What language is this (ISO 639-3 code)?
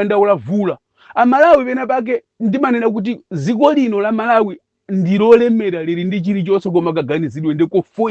nya